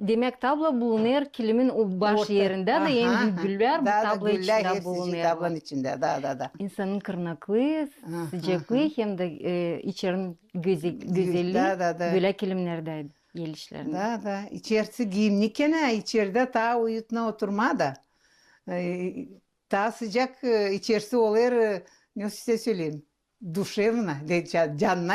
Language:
Gagauz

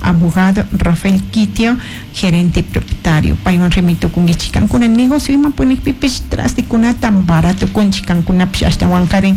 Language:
Chimborazo Highland Quichua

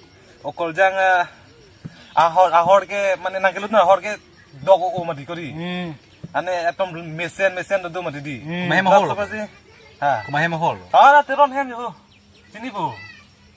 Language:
Karbi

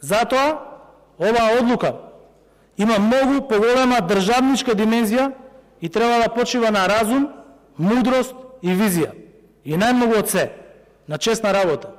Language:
Macedonian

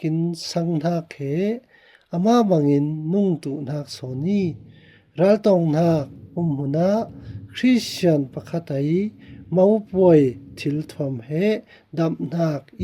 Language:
Falam Chin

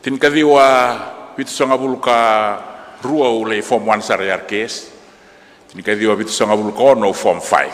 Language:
Fijian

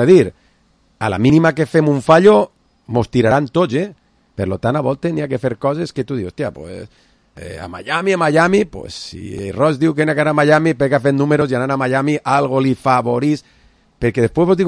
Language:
Catalan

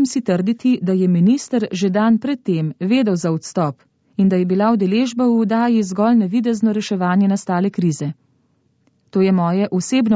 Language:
Slovenian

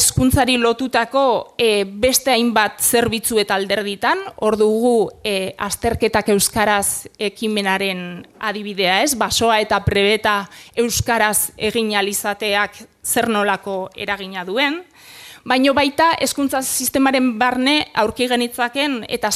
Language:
Basque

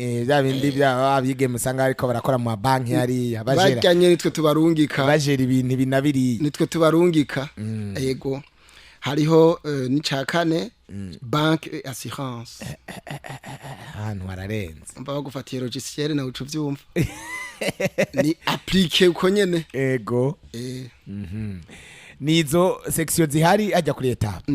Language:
Rundi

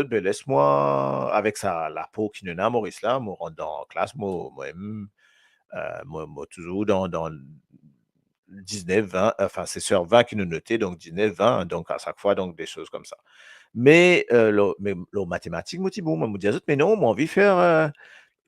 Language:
Morisyen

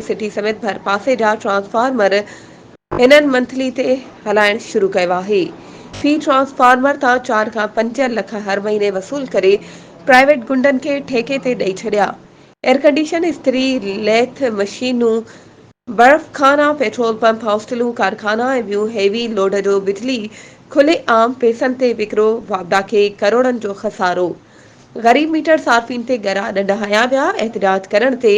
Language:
Sindhi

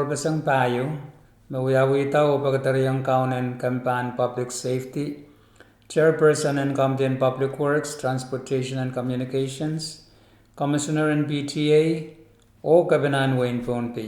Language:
Pohnpeian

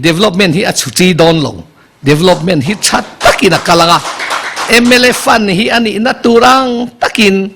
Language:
Mizo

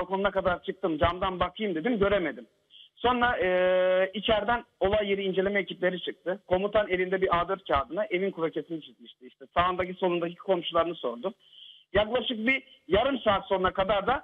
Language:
Turkish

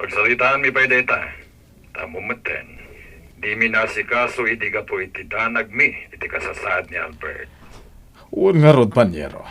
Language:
Iloko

